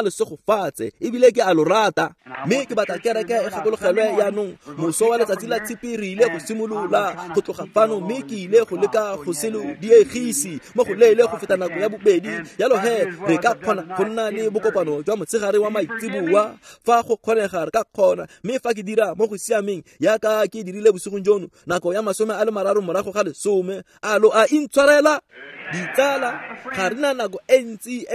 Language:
Tswana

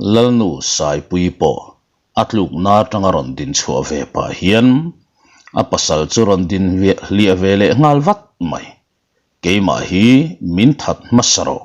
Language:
Mizo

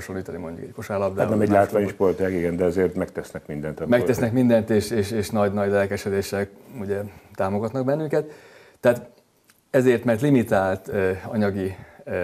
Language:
Hungarian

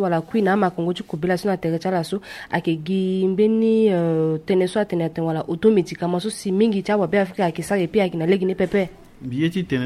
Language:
Sango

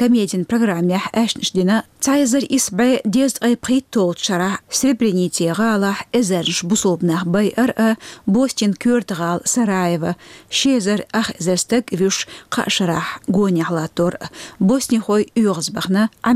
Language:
Chechen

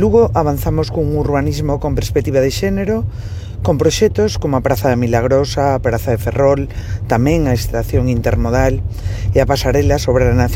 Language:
Galician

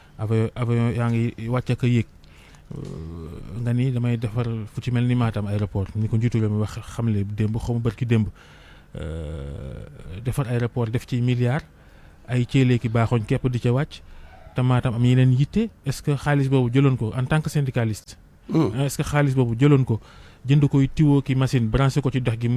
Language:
Wolof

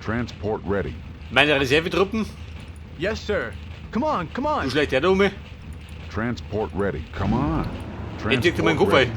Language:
Bavarian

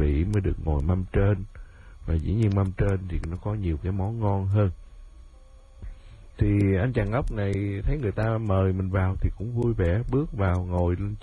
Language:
Vietnamese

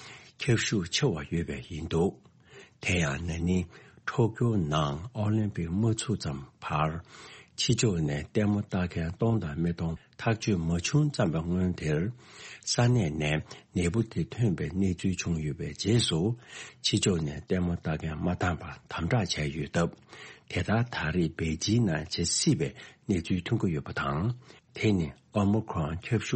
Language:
Tibetan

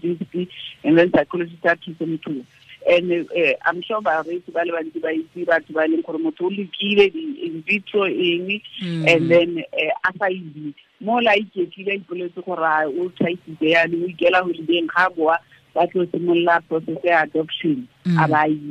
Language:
Tswana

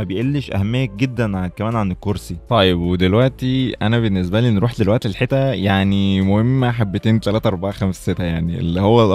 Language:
Egyptian Arabic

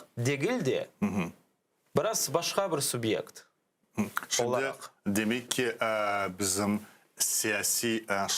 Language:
Crimean Tatar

